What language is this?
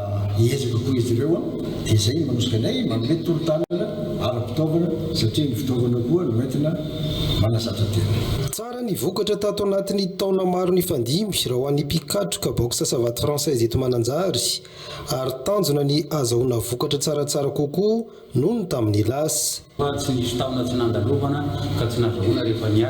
Malagasy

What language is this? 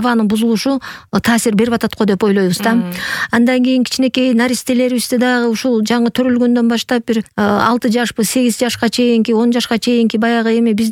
Kyrgyz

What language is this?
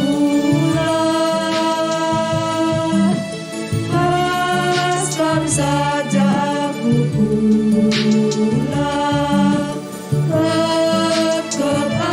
Batak Karo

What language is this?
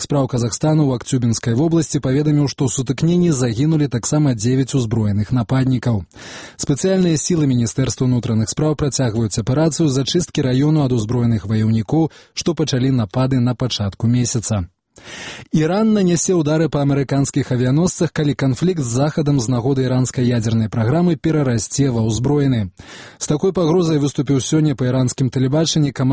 Belarusian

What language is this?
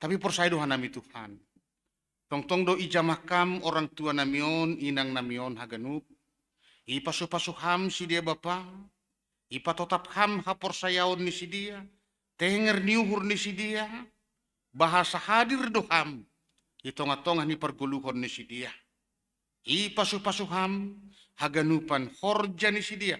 Batak Simalungun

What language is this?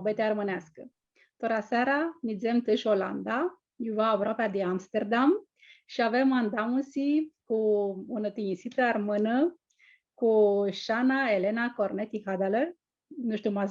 Aromanian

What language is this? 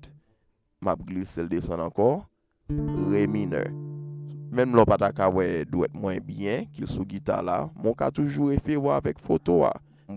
Haitian Creole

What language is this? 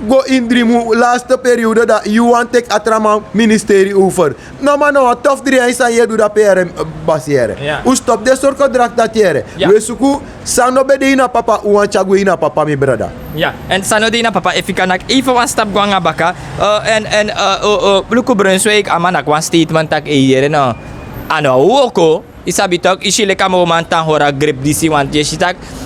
Sranan Tongo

